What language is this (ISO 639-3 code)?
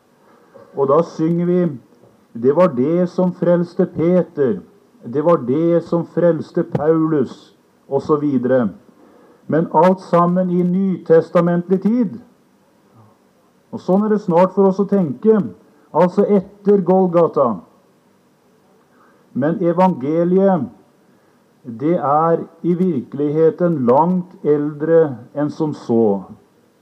nor